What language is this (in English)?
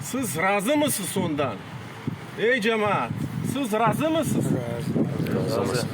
Crimean Tatar